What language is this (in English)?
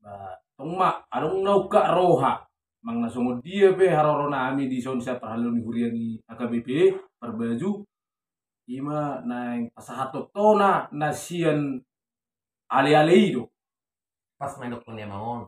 Batak Toba